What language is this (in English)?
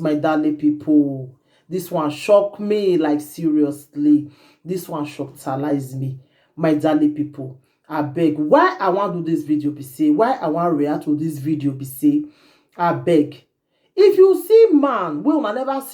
Nigerian Pidgin